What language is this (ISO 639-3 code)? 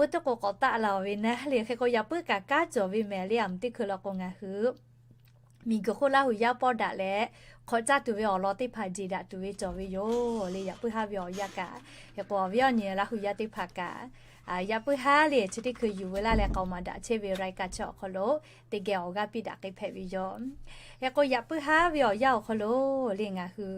lhu